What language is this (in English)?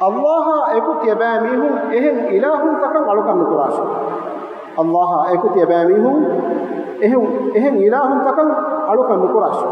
Divehi